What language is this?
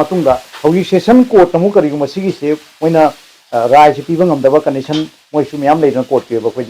Manipuri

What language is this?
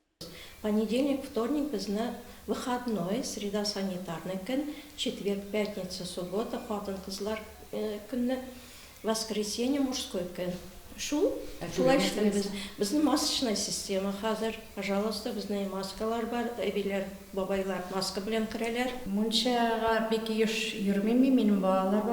Tatar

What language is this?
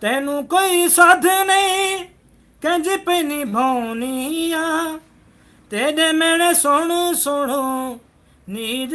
Saraiki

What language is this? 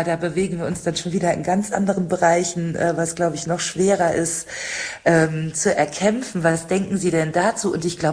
German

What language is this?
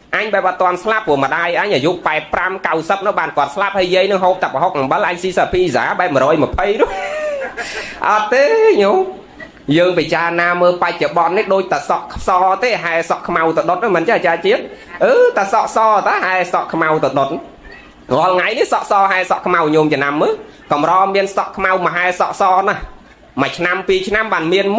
Khmer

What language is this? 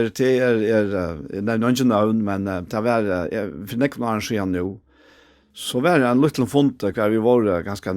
Faroese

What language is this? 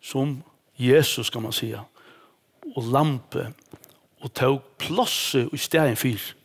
Faroese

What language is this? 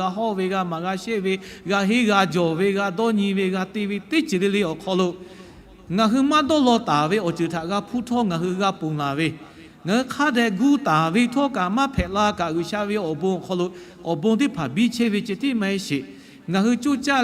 Lahu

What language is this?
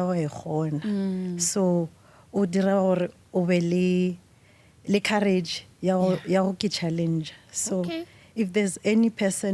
Northern Sotho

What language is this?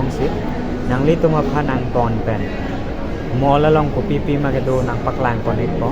Karbi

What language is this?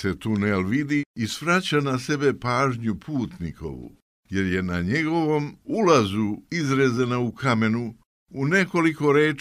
Serbian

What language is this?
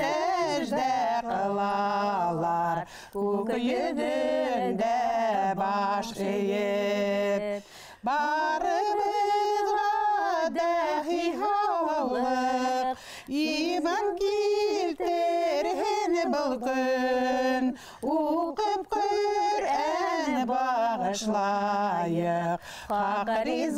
Bashkir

